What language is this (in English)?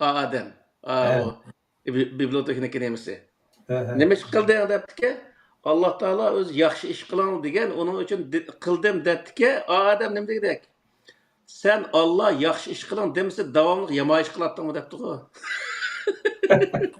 Uyghur